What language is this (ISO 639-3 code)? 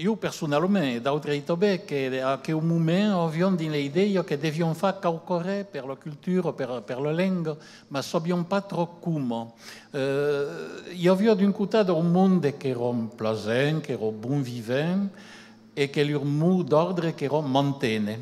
oci